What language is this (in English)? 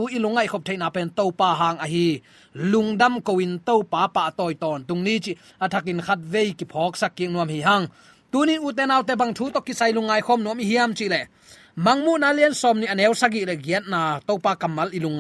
Tedim Chin